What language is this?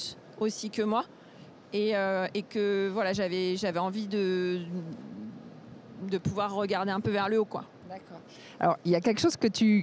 French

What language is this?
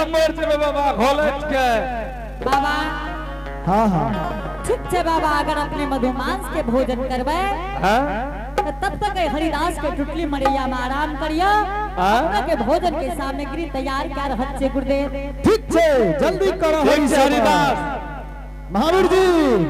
Angika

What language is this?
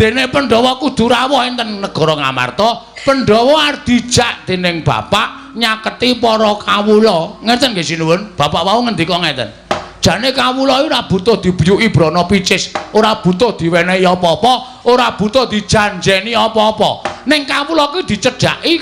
Javanese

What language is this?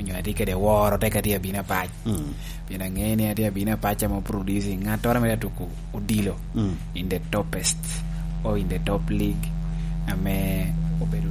Lango (Uganda)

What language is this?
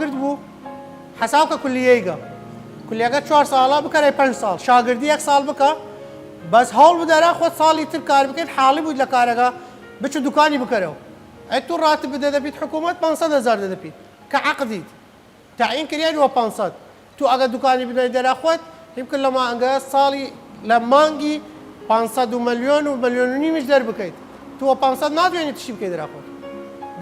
Southern Kurdish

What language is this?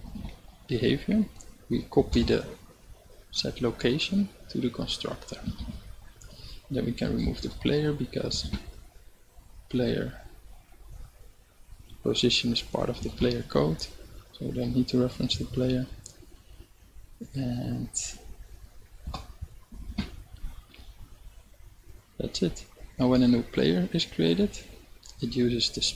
English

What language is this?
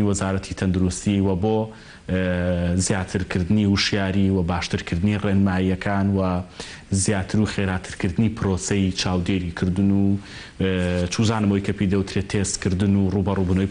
Central Kurdish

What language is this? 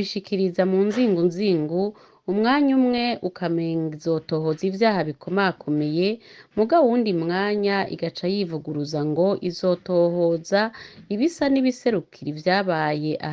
Rundi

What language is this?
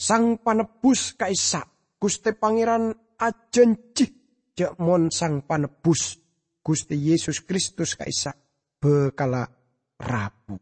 Madurese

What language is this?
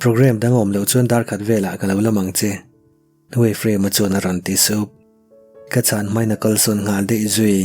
Mizo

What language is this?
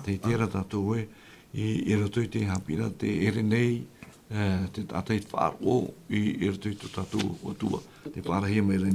Tahitian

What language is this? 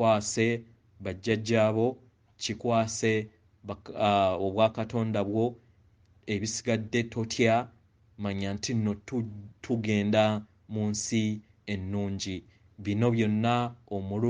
Ganda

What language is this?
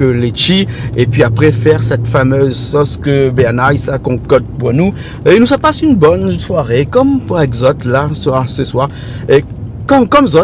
Réunion Creole French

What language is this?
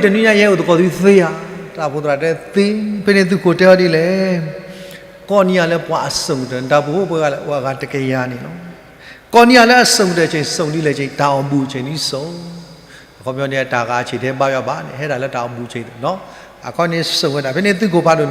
S'gaw Karen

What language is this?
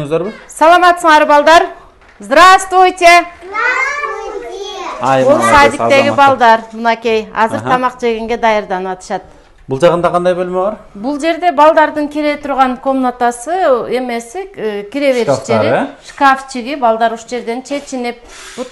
Kyrgyz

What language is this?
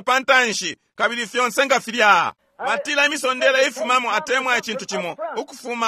Bemba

